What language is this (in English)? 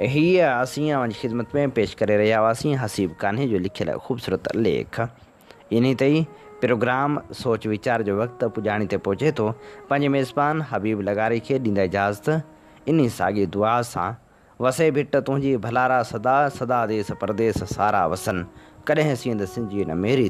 Sindhi